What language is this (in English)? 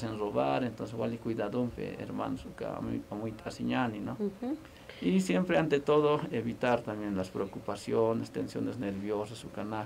Aymara